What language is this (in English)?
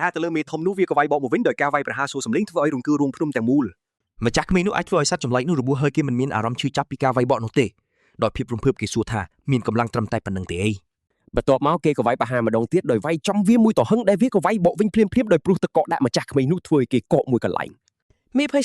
Khmer